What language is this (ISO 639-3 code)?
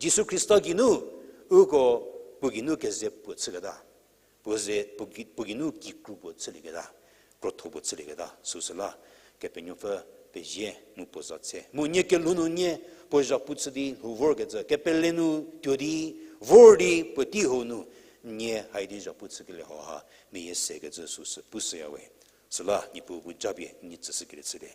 njm